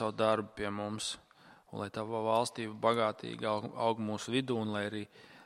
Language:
Latvian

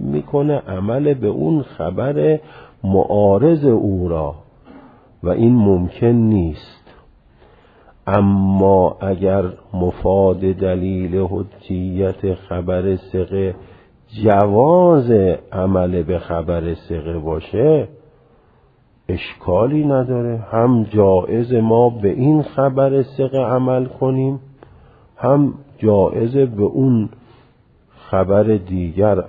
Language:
Persian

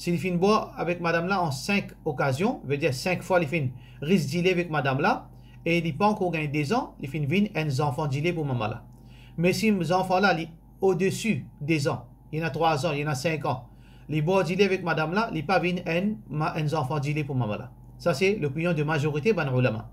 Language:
Morisyen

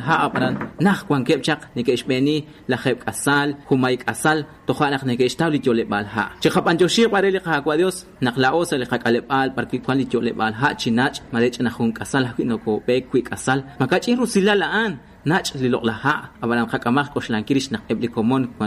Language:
Kekchí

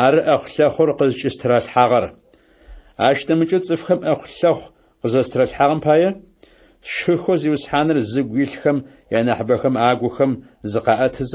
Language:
Adyghe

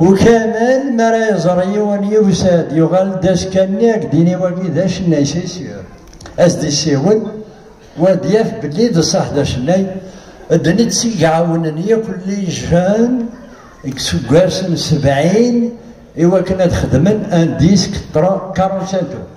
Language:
Kabyle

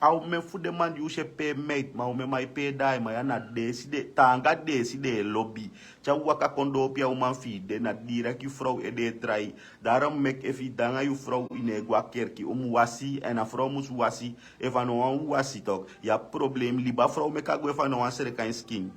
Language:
Sranan Tongo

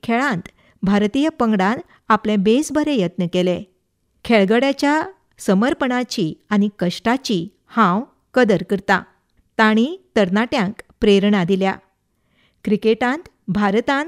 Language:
Konkani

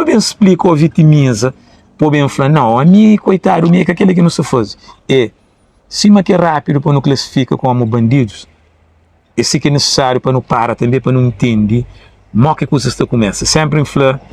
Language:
Kabuverdianu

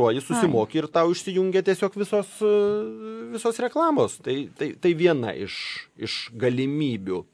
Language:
Lithuanian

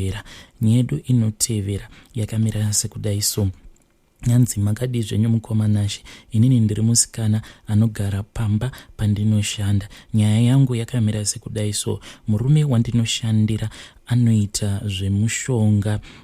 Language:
Shona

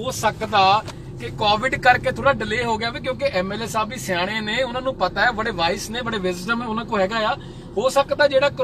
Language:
Punjabi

